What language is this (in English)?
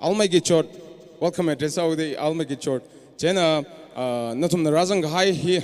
Tangkhul Naga (India)